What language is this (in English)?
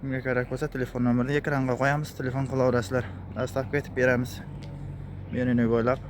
Uzbek